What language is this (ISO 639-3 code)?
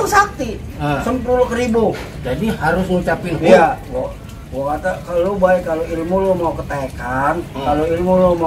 bew